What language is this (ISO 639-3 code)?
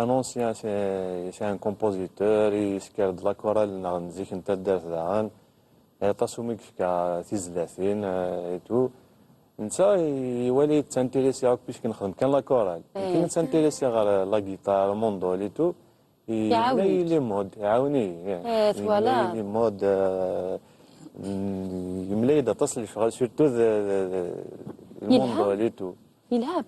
kab